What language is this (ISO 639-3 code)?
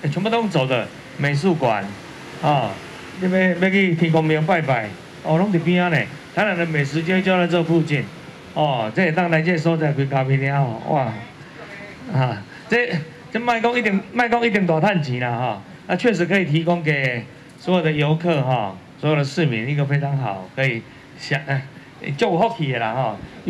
zho